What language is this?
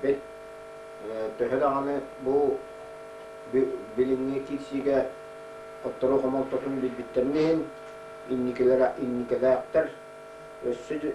Yakut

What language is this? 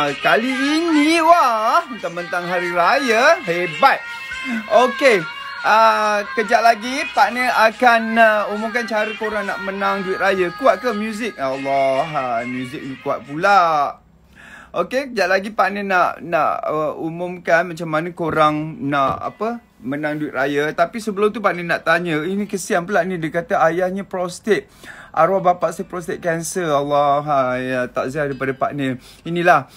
Malay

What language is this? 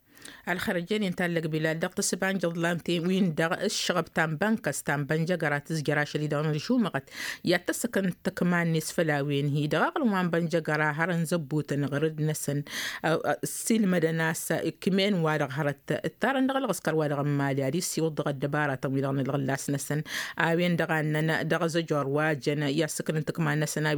Tamasheq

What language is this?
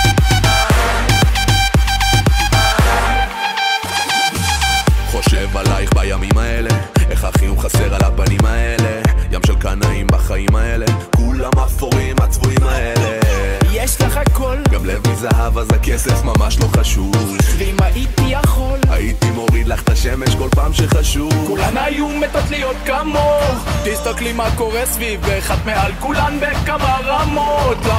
Hebrew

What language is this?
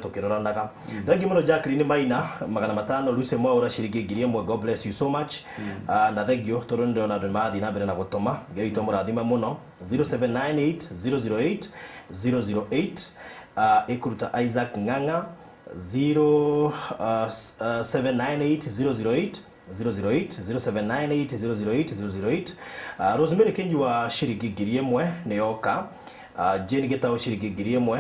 Kikuyu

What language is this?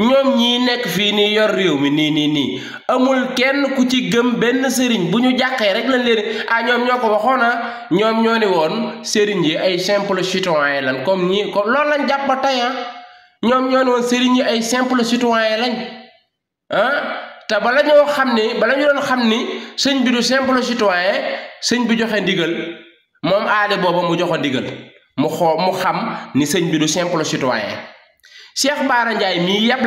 Wolof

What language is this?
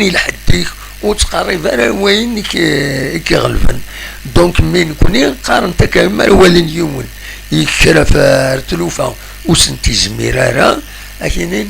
Kabyle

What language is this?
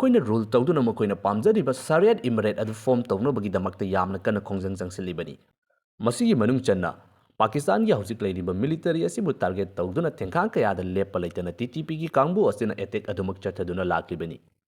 Manipuri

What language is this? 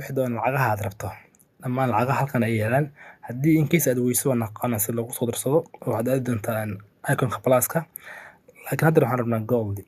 Somali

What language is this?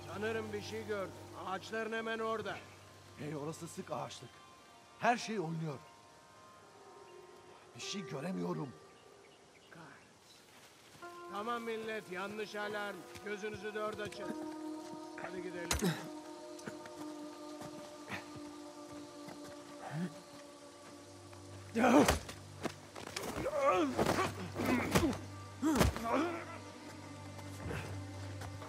Turkish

